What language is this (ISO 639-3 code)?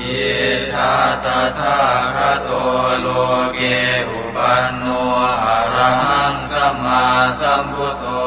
pli